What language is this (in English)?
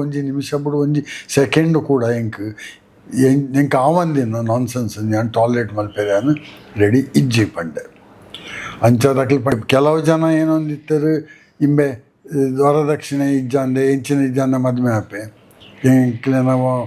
Tulu